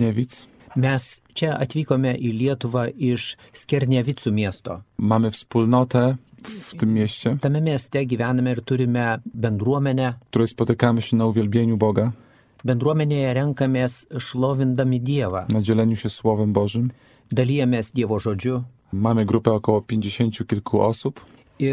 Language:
Lithuanian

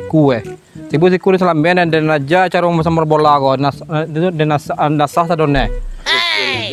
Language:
Minangkabau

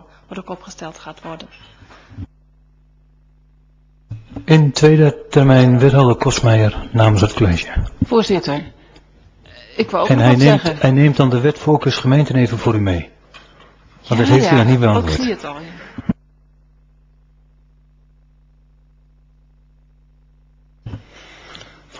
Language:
Dutch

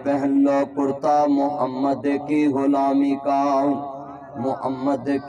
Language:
Western Panjabi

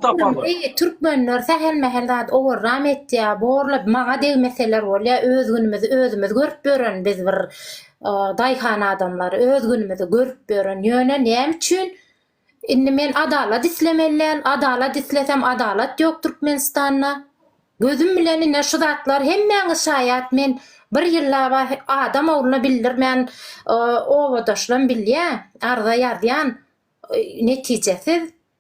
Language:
Turkmen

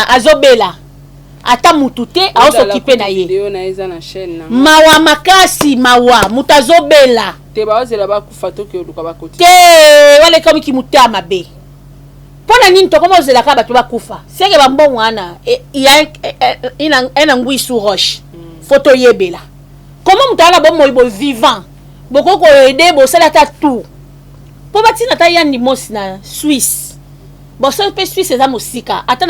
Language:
Lingala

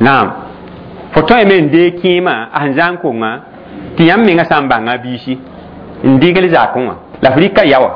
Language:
Mossi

